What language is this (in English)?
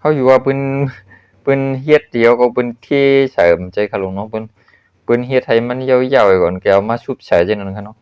Shan